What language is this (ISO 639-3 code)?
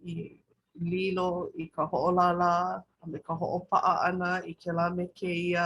haw